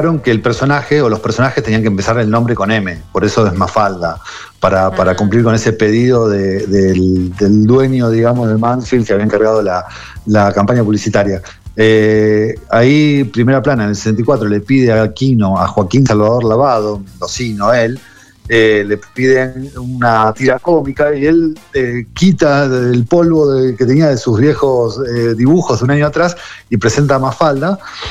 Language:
Spanish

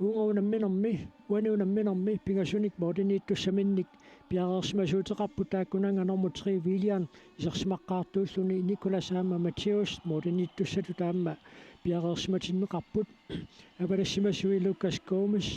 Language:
Kalaallisut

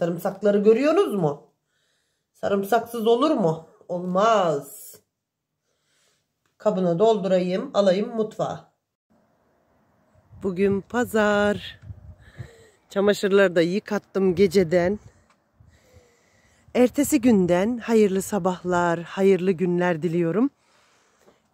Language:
Turkish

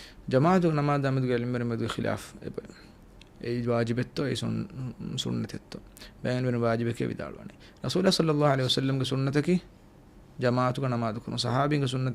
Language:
Divehi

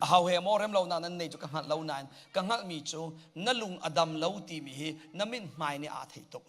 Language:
Hakha Chin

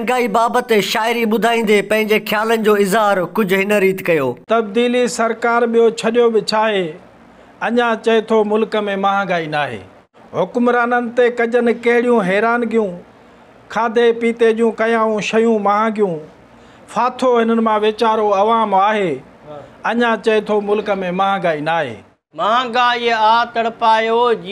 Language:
Sindhi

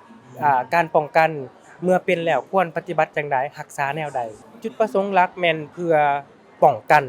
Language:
Lao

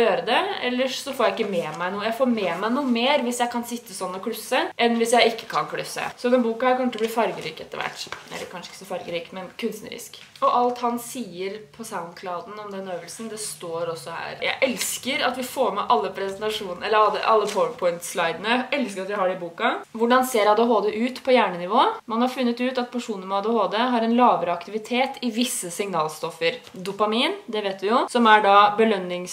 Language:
Norwegian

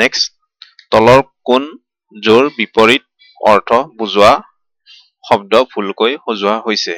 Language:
Assamese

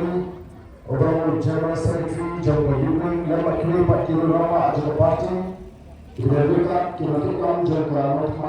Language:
Khasi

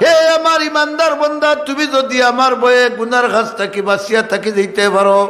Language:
Sylheti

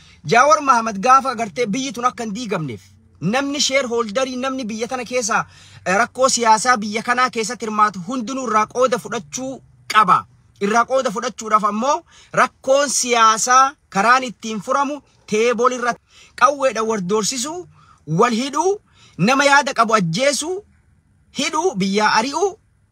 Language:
Oromo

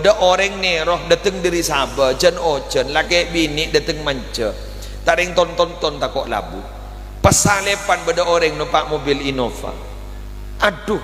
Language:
Madurese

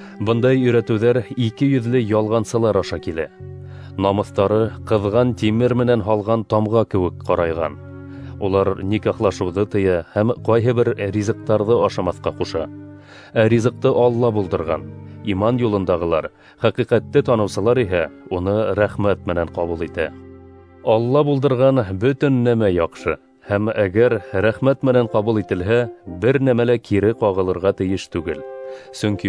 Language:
Bashkir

